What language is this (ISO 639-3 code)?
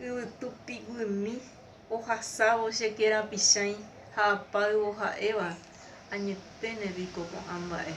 grn